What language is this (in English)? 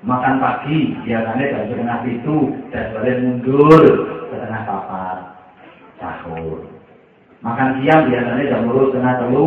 Javanese